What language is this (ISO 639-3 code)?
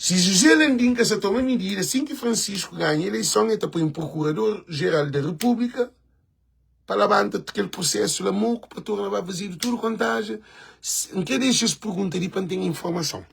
kea